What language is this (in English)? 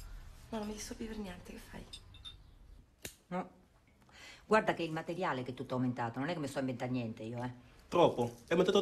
Italian